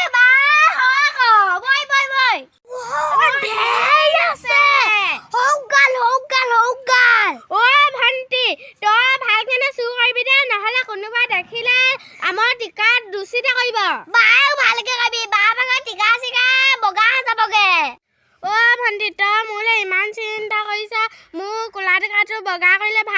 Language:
Assamese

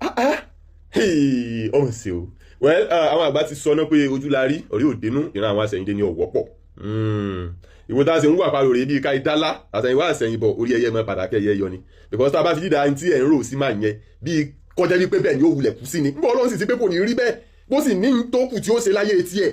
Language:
Yoruba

